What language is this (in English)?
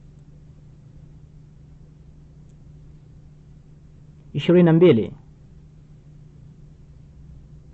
Swahili